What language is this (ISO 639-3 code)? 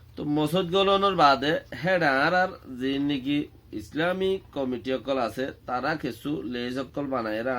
rhg